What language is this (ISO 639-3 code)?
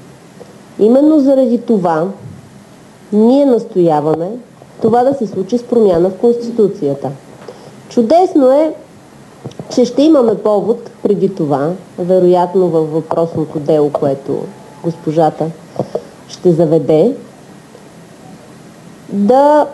bul